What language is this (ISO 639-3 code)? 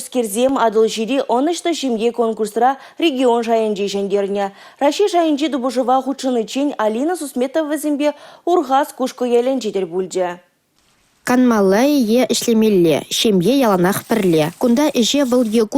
chv